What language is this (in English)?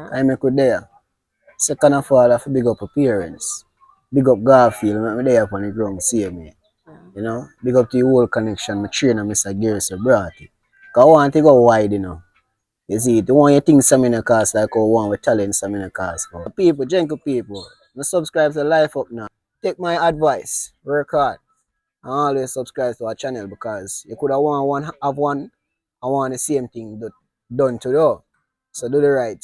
Jamaican Creole English